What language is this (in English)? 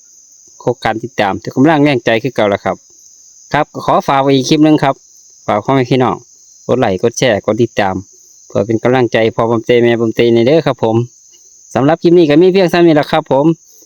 Northeastern Thai